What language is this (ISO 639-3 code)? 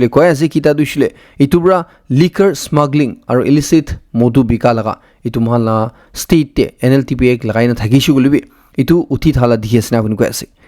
nag